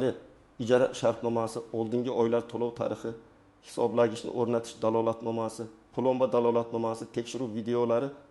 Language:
Uzbek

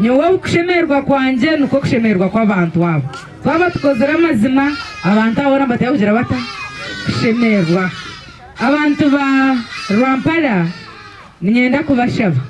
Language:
Nyankole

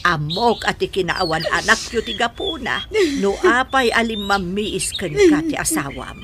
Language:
Iloko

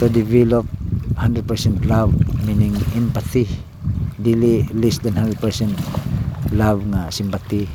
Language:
Cebuano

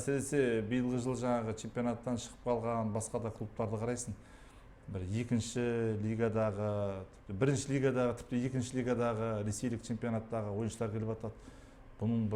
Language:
Kazakh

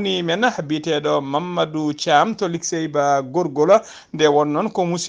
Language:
Fula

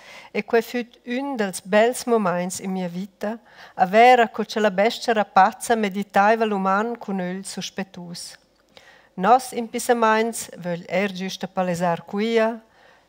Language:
Romansh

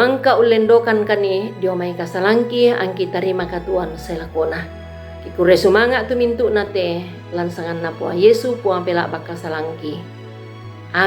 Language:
Toraja-Sa'dan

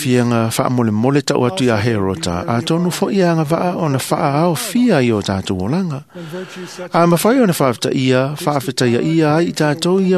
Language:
Samoan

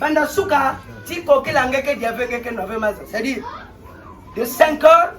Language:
Kituba (Democratic Republic of Congo)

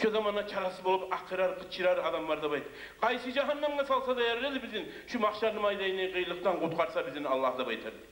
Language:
Kumyk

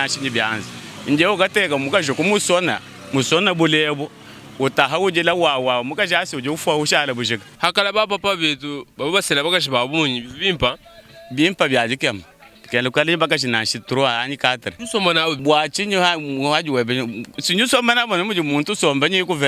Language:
Luba-Lulua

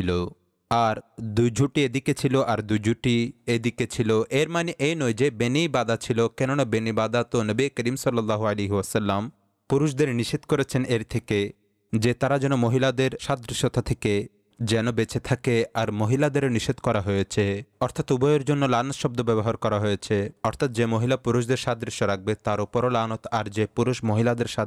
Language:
Bangla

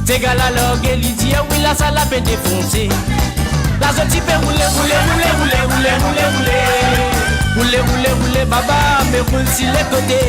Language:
Morisyen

